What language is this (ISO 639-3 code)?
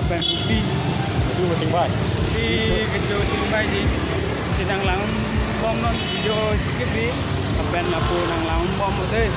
mjw